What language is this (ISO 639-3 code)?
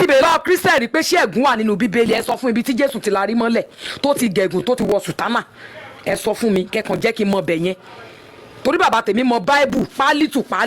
yor